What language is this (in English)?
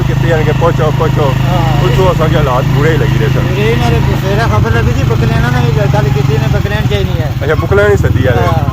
Pahari-Potwari